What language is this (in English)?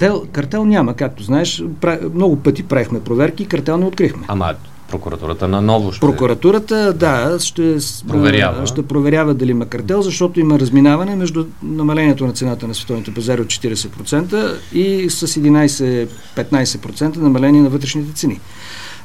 Bulgarian